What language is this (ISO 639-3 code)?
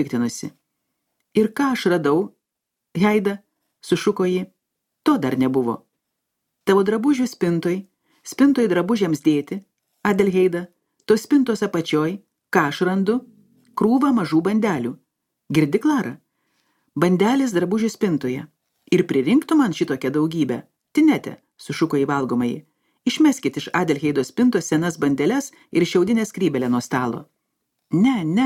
lit